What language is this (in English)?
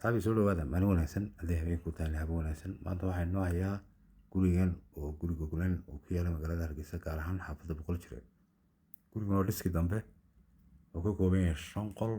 Somali